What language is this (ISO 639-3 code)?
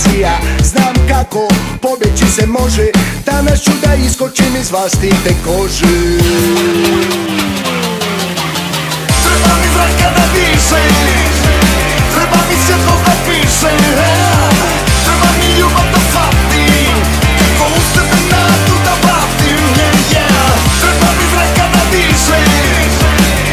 hrv